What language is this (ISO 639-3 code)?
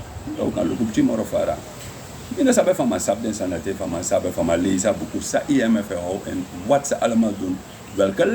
srn